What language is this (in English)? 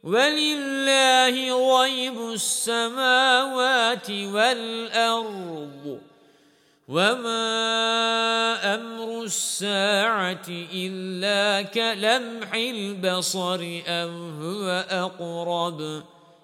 Arabic